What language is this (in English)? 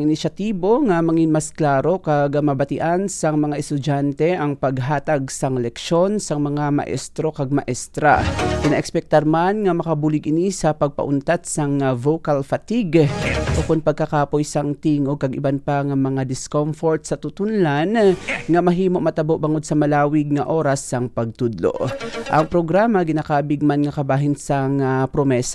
Hiligaynon